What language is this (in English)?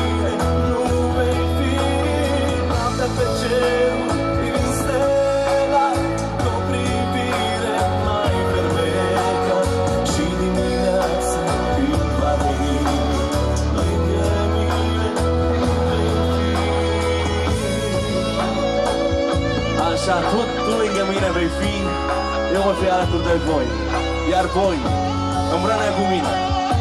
Romanian